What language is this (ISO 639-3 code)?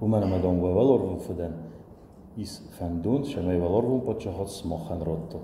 oss